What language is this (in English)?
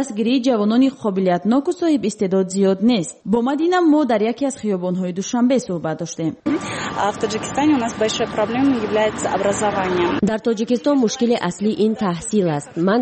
Tajik